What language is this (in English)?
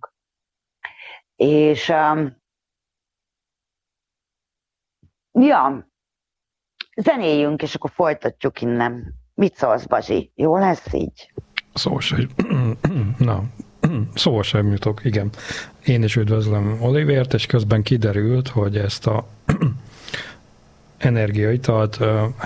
Hungarian